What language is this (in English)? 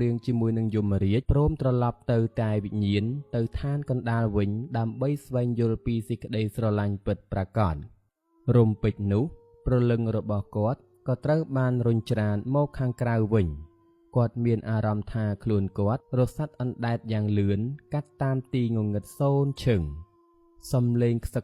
Khmer